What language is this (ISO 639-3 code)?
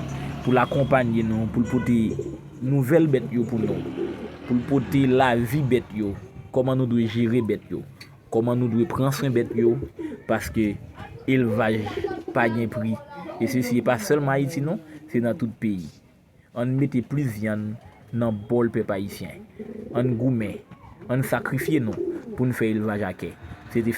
hat